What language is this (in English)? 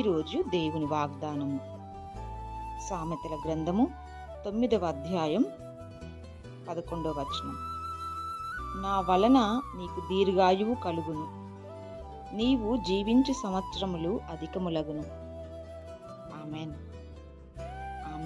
Telugu